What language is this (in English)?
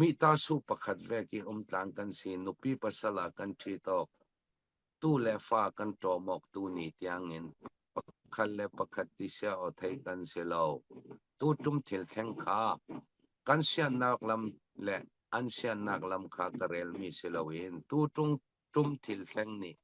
Falam Chin